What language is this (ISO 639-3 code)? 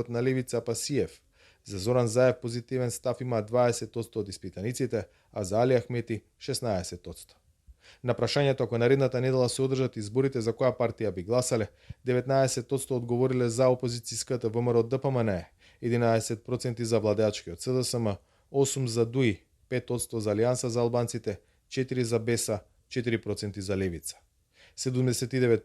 mkd